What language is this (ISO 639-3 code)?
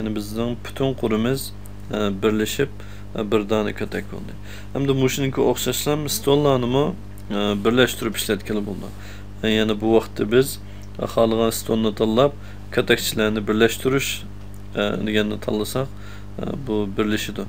uig